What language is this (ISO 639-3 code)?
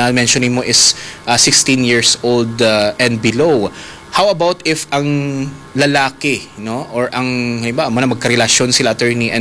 hil